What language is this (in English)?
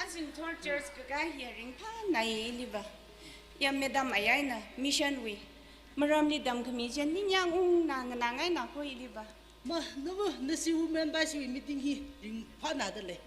Tangkhul Naga (India)